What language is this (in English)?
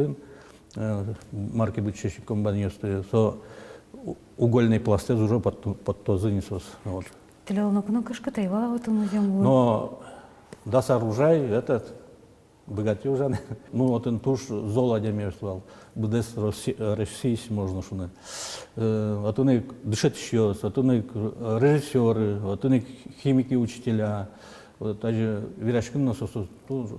Udmurt